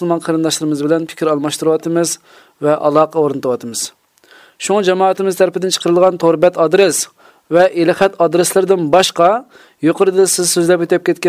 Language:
Uyghur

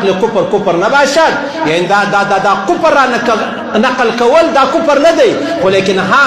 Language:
Pashto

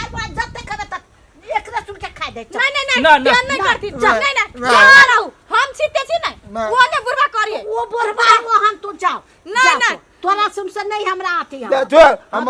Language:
Maithili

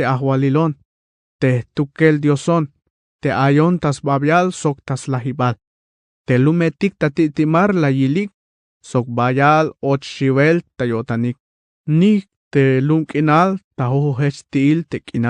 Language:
Tzeltal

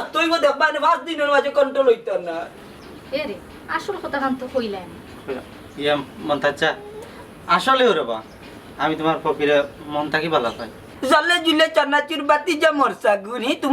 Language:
Sylheti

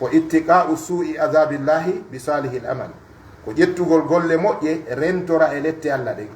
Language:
Pular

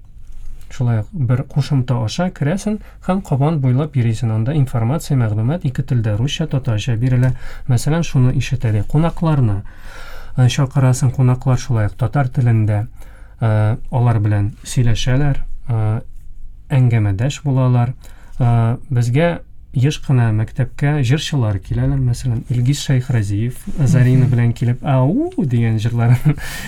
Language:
Tatar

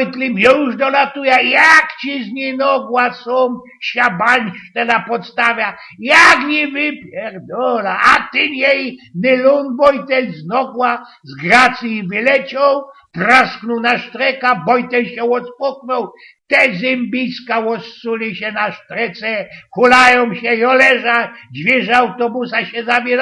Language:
Silesian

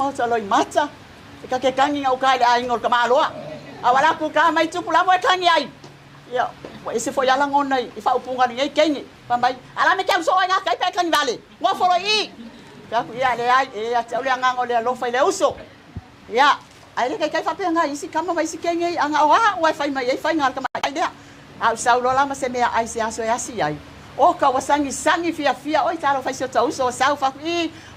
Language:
Samoan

